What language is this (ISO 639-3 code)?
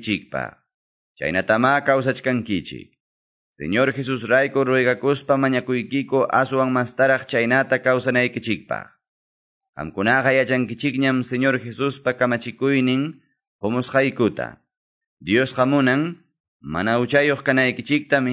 que